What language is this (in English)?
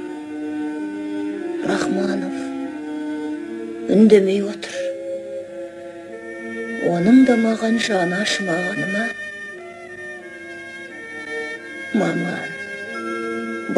Kazakh